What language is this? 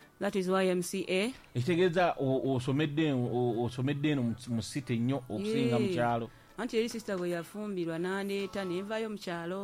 Ganda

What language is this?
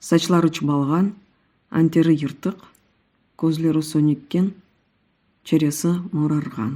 Crimean Tatar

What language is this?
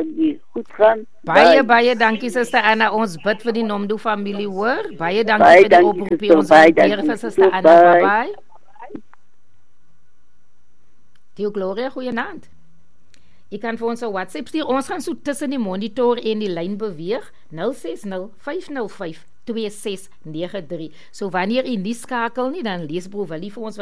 Afrikaans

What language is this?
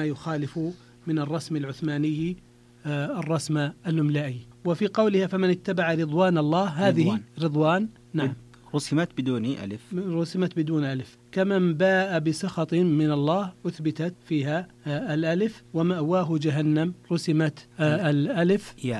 Arabic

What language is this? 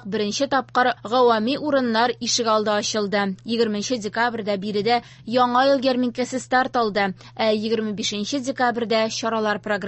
Tatar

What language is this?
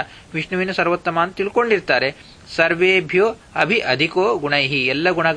Kannada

